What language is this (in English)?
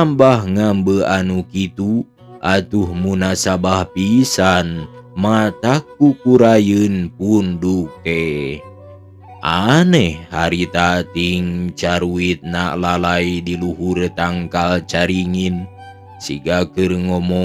Sundanese